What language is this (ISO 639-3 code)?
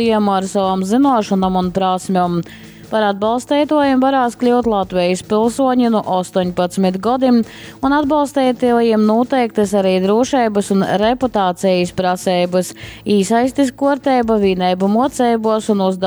ltg